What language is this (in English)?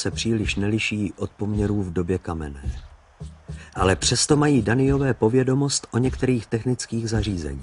Czech